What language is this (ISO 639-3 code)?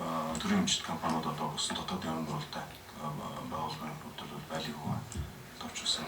mon